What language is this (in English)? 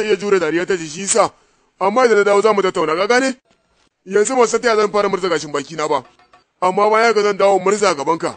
Hausa